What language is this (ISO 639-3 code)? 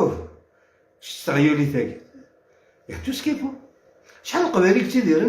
arq